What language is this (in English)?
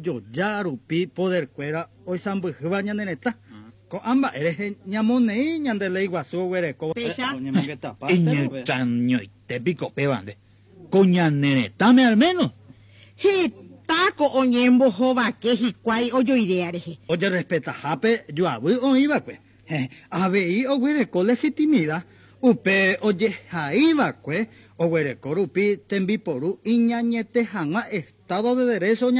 Guarani